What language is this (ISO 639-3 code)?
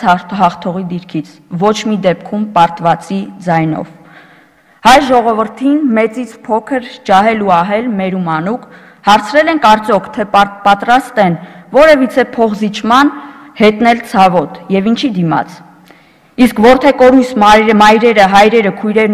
hye